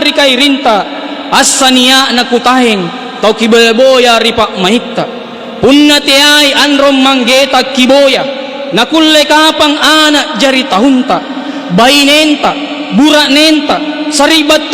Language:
Makasar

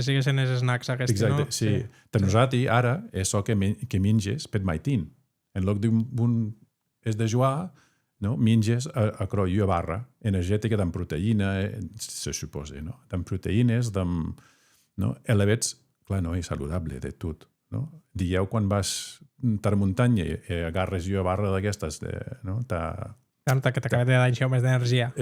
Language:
Occitan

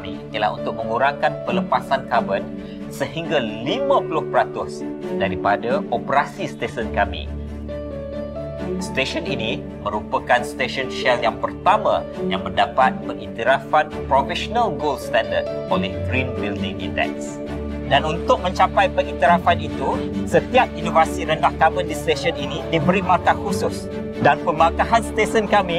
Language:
Malay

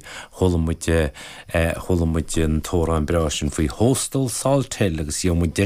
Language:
Irish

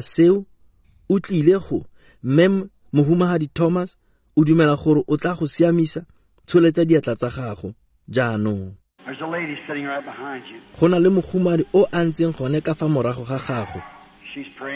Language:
Tswana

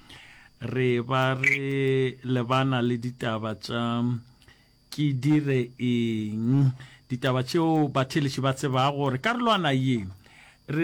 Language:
Northern Sotho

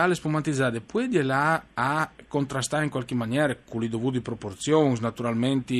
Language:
Friulian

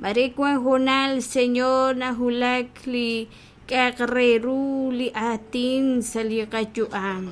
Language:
Kekchí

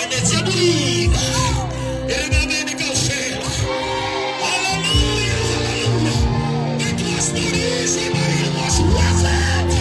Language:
Southern Sotho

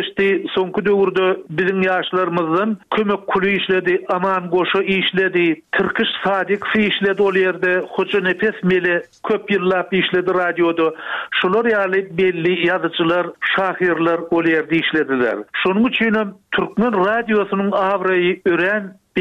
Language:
Turkmen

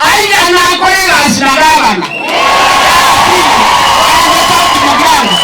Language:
Gusii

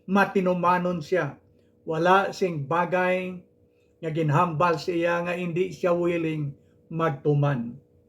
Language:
Hiligaynon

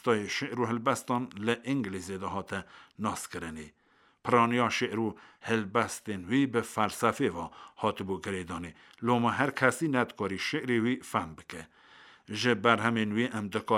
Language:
Kurdish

